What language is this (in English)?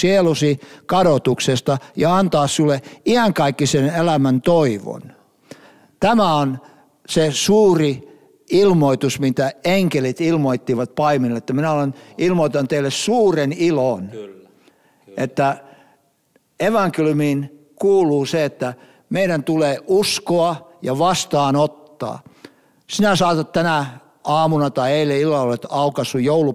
Finnish